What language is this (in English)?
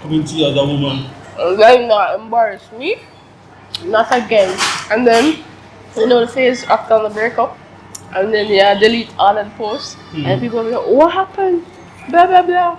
Jamaican Creole English